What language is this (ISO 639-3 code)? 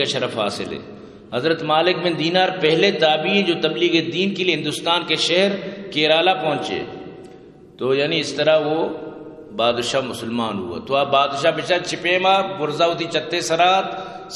bgp